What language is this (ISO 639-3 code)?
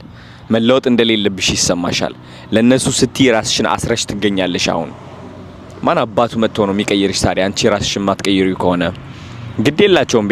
amh